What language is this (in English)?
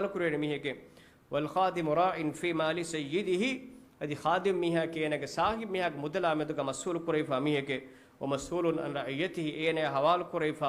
Divehi